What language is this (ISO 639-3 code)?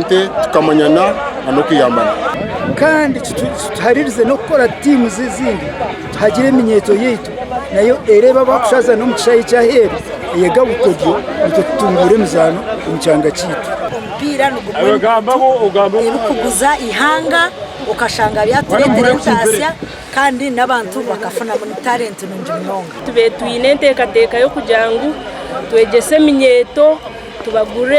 nyn